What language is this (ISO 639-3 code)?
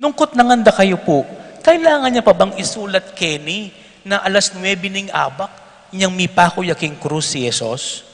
pam